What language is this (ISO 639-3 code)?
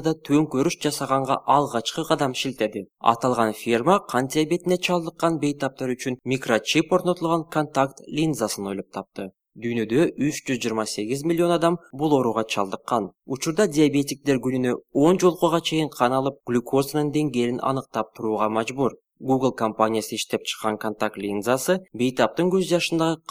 kir